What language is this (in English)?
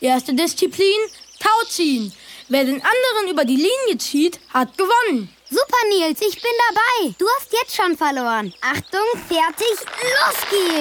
German